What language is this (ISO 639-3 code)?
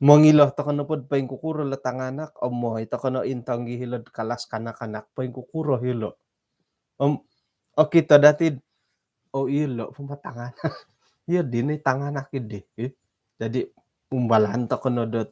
dtp